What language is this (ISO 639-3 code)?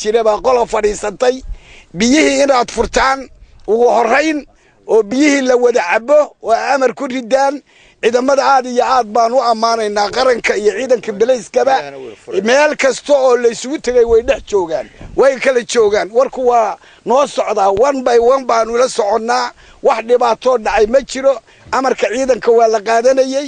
som